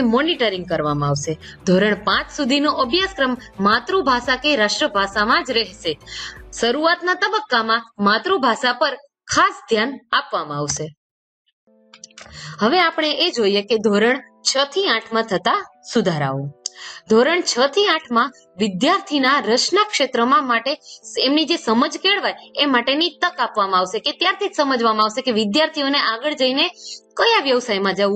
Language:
Gujarati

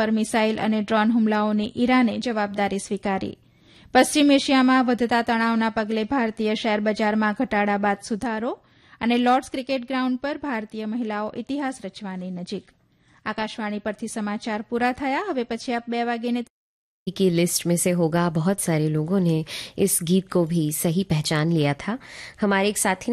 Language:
Gujarati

